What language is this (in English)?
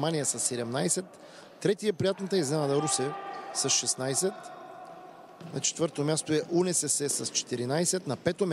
Bulgarian